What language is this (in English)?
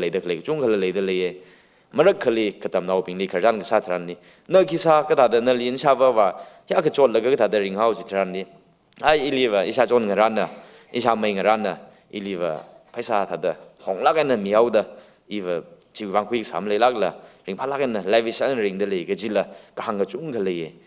Tangkhul Naga (India)